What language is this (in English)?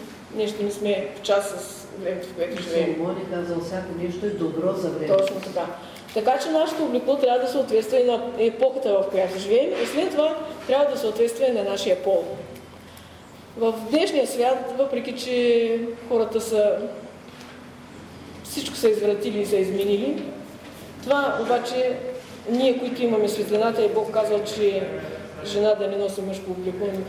Bulgarian